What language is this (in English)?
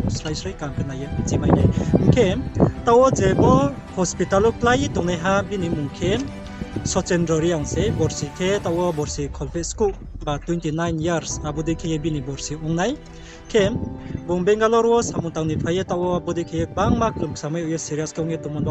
Riang (India)